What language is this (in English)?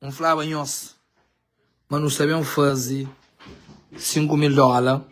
Kabuverdianu